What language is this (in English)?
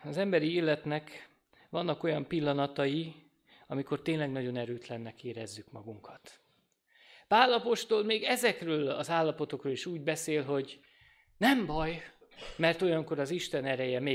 Hungarian